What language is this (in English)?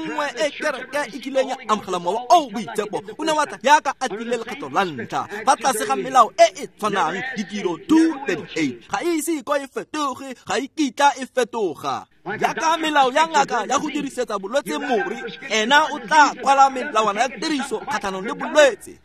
Tswana